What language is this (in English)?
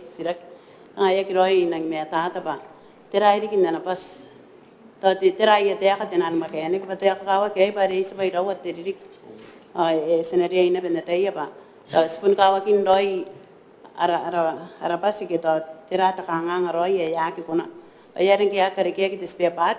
Gilbertese